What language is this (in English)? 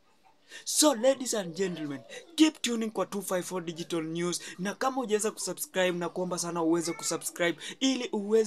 Swahili